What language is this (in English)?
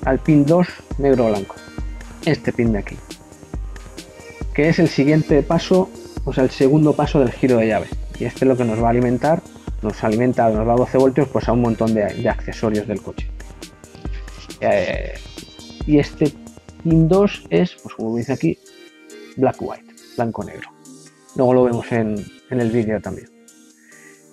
Spanish